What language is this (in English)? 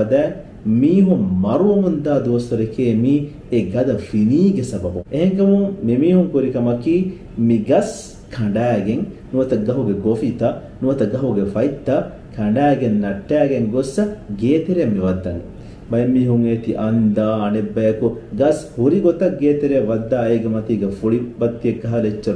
Divehi